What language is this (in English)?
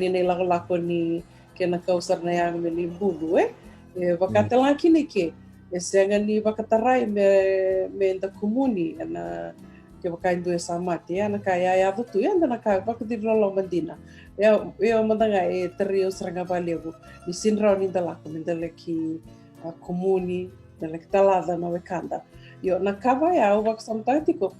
Fijian